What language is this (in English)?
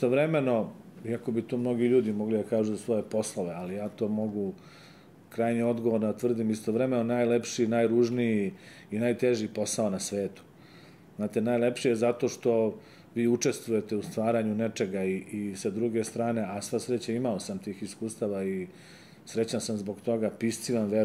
Serbian